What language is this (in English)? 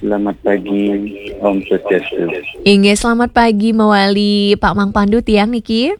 Balinese